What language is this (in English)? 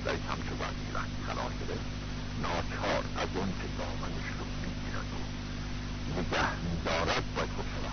Persian